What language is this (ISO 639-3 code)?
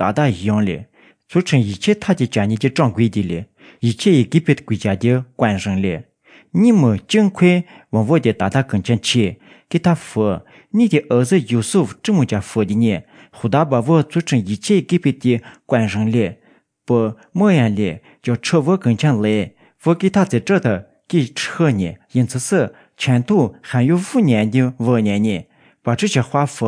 srp